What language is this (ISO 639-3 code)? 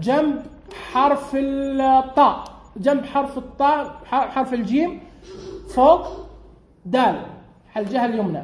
ars